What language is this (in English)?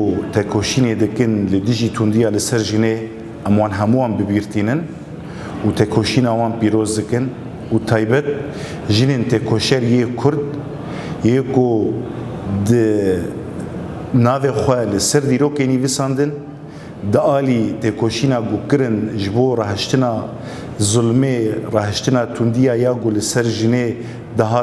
Kurdish